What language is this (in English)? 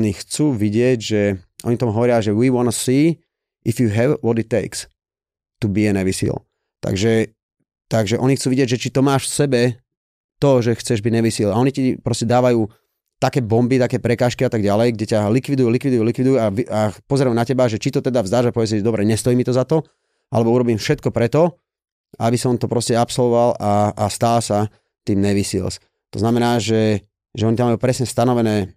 Slovak